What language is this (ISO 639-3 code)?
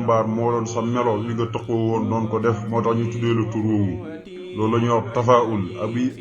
wol